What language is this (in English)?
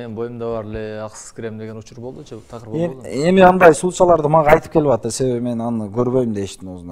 Kyrgyz